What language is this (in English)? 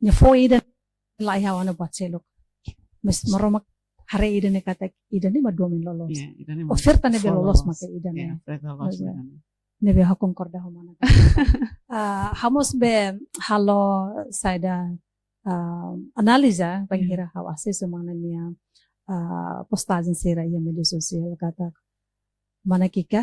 Tetum